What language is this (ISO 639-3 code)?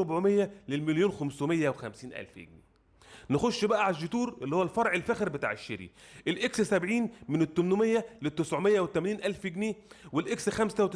arz